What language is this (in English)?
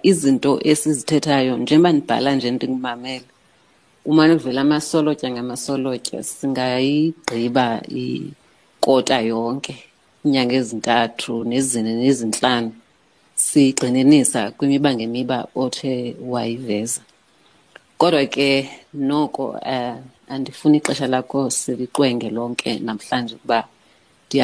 Xhosa